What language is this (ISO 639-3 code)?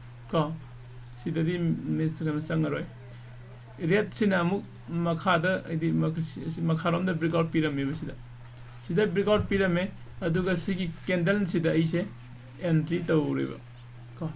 mni